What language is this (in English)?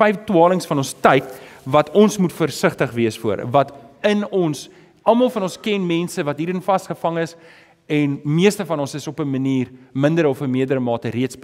Afrikaans